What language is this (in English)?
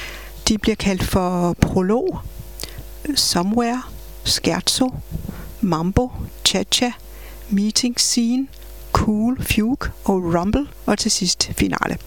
Danish